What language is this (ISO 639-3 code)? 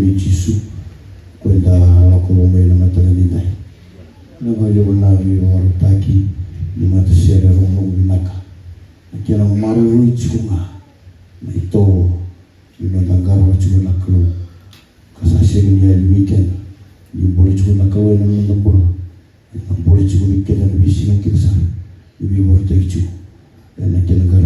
fij